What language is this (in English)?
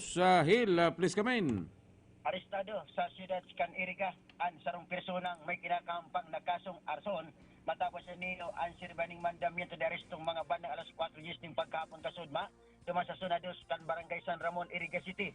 Bikol